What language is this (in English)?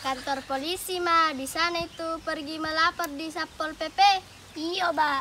Makassar Malay